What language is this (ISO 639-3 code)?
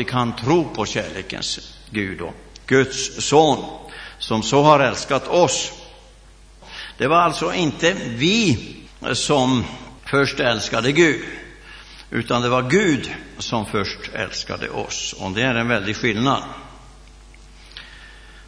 swe